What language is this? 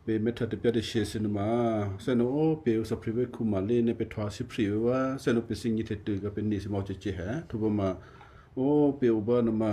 Western Kayah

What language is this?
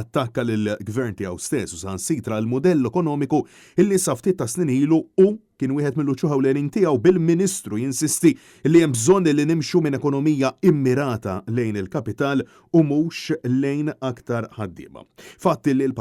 Maltese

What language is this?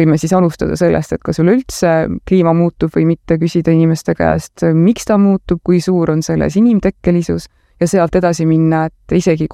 Estonian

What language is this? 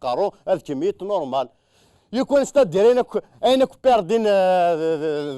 Kabyle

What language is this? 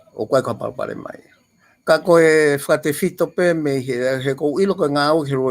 Tongan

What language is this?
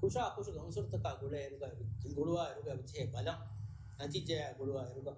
Divehi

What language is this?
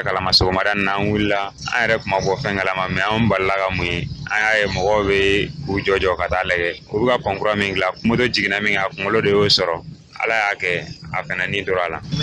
Bambara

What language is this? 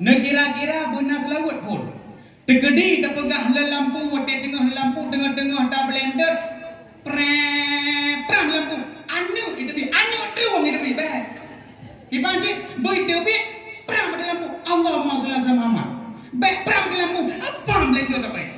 Achinese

